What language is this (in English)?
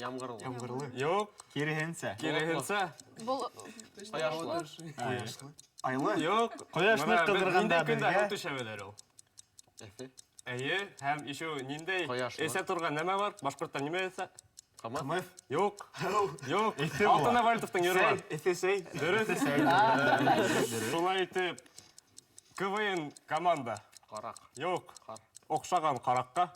Bashkir